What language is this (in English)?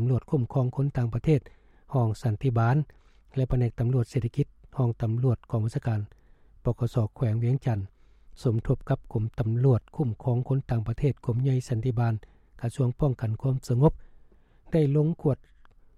Lao